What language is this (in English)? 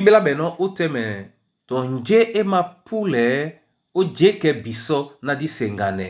Duala